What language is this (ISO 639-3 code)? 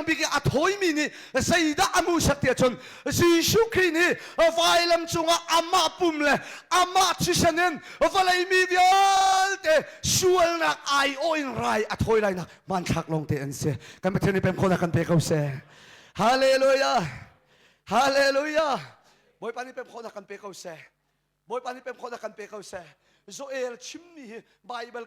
cnh